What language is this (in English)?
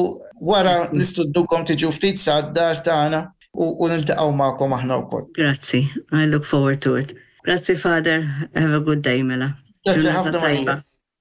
Maltese